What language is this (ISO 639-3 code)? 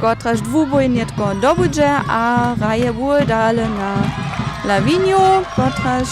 hsb